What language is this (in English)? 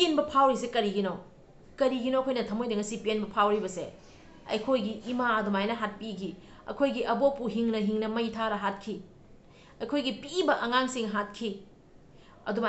Manipuri